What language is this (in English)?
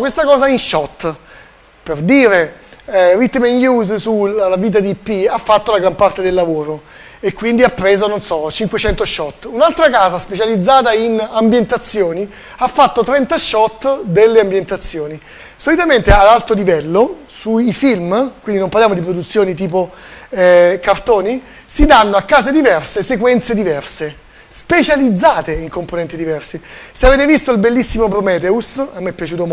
Italian